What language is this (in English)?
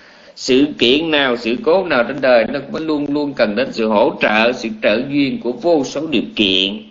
Vietnamese